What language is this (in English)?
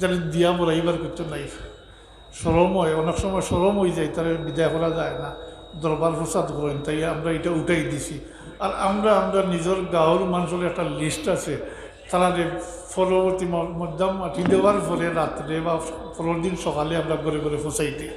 Sylheti